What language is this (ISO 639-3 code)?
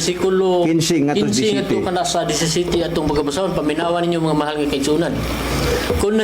ceb